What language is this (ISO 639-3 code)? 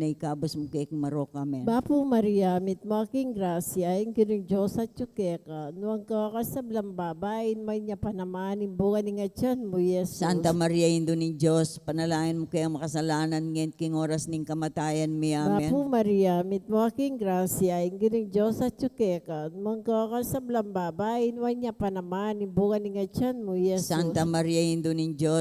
pam